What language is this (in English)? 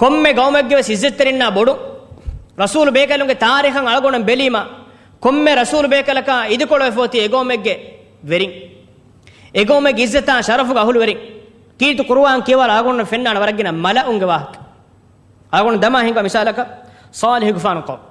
Divehi